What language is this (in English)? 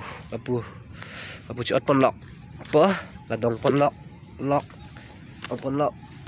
Karbi